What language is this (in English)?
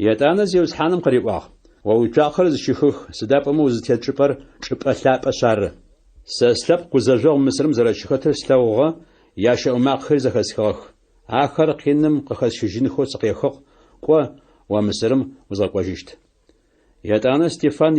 Adyghe